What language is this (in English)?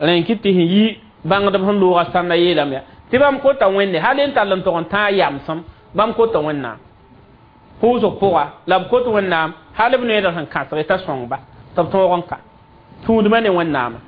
Mossi